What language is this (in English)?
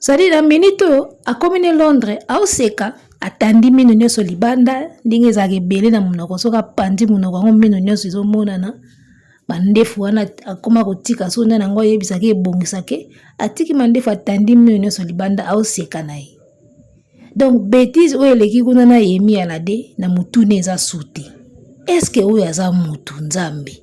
Lingala